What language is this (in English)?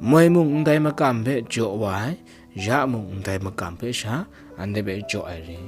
Kachin